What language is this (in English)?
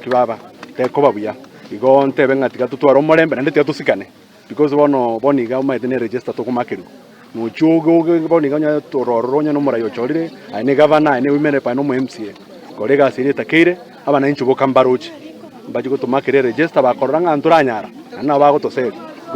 Gusii